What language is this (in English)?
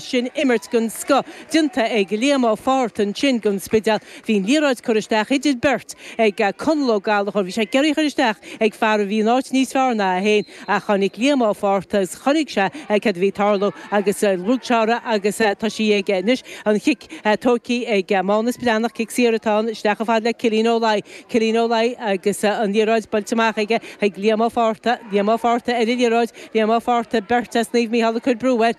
Irish